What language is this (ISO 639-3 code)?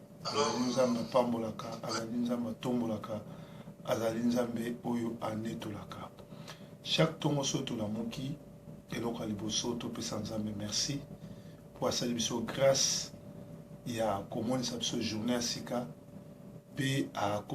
lin